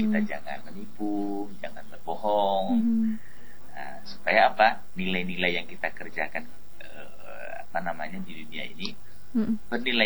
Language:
Indonesian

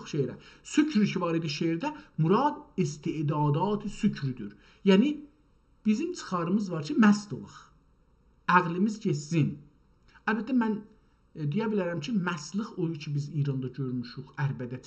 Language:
South Azerbaijani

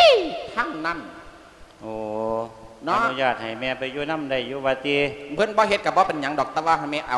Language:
Lao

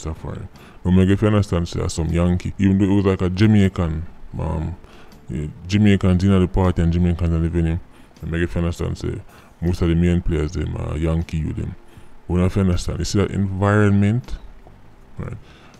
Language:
Jamaican Creole English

